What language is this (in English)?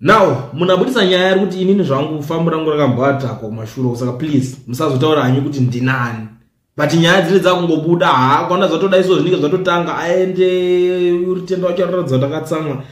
Shona